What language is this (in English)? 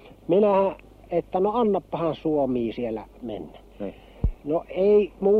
Finnish